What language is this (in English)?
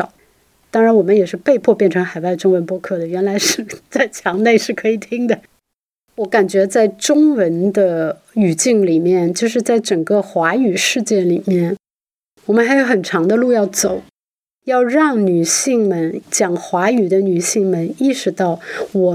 Chinese